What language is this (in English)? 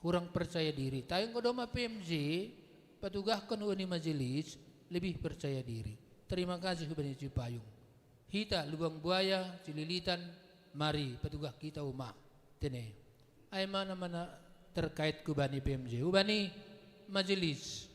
Batak Simalungun